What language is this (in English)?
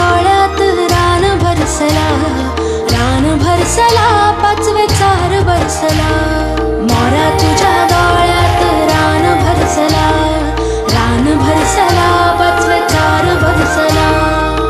Konkani